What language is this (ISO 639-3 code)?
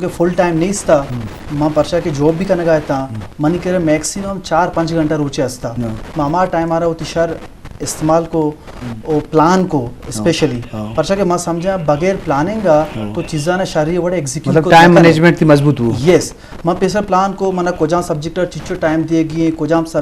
bgp